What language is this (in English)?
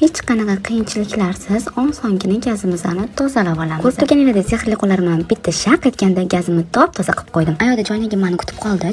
Uzbek